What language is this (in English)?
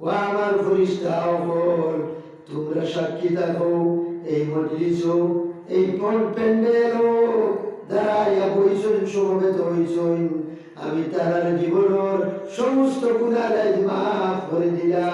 Sylheti